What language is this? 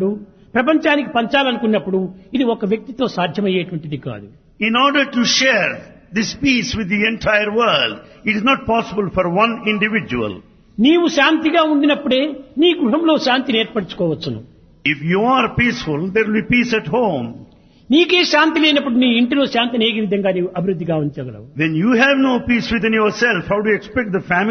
Telugu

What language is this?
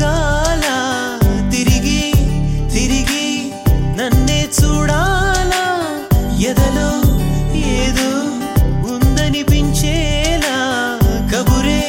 Telugu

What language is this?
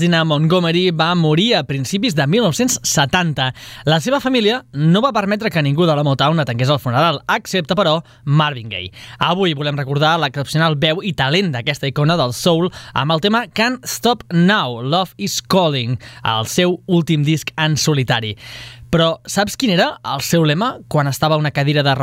Catalan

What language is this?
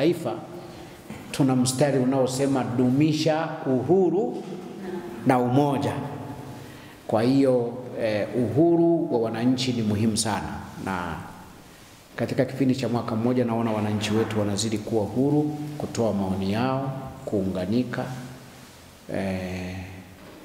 Swahili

